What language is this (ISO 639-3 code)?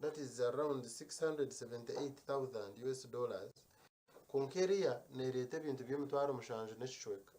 nyn